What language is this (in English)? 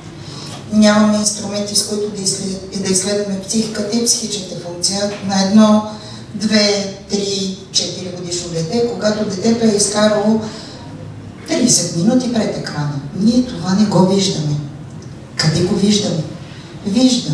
Bulgarian